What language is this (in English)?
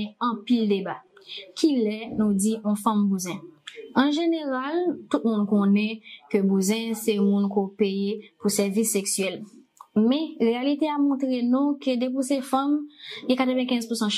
Haitian Creole